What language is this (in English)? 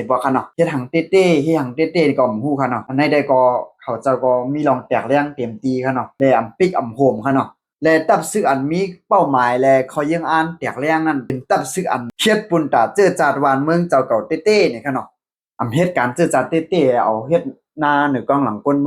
Shan